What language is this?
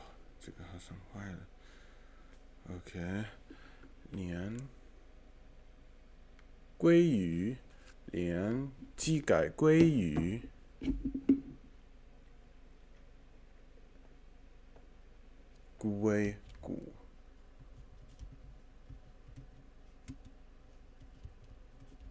Chinese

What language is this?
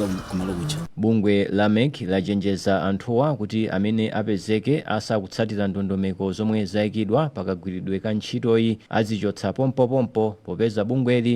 Nyanja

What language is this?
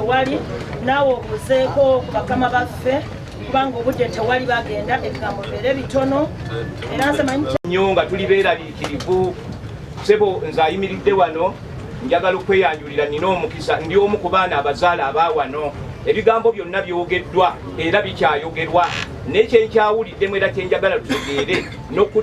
Ganda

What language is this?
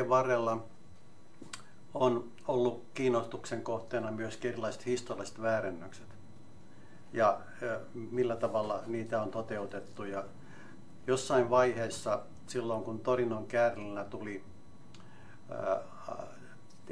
Finnish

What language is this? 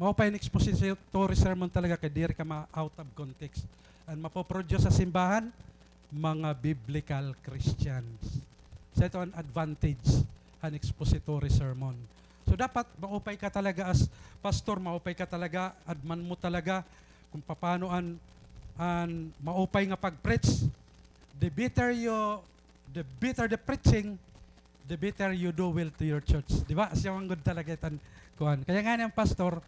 Waray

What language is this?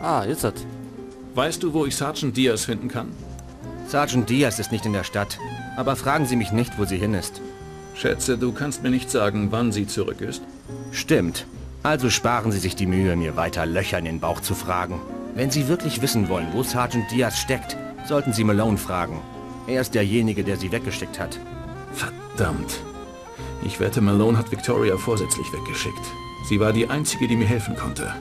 Bavarian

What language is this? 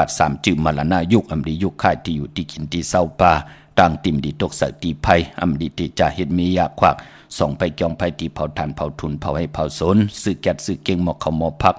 Shan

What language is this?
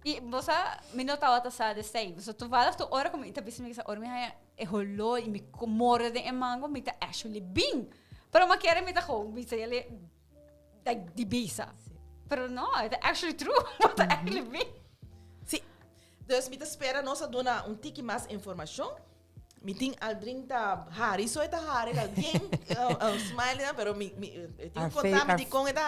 Papiamento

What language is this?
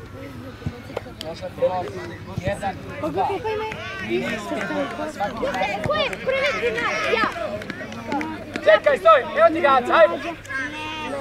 Serbian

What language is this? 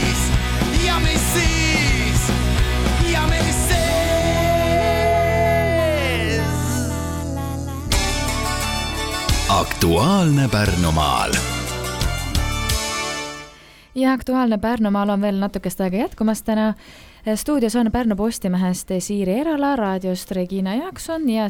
Estonian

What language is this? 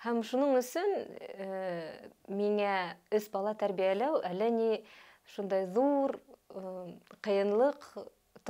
Bashkir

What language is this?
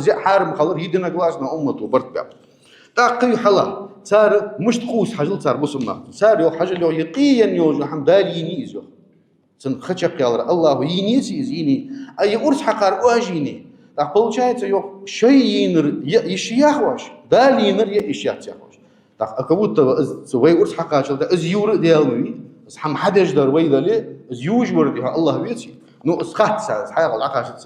Ingush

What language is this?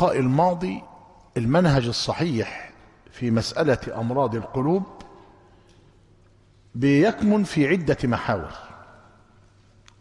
Arabic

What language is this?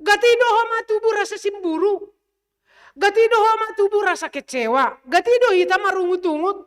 Batak Simalungun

